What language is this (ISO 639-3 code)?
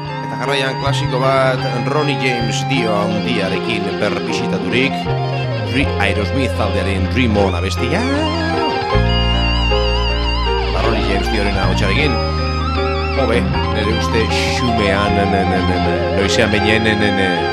eus